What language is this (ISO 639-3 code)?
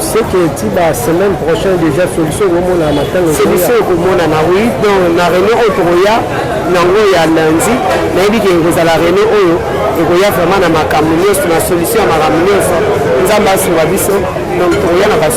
lin